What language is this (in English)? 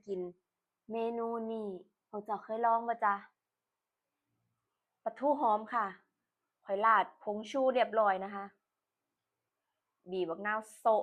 Lao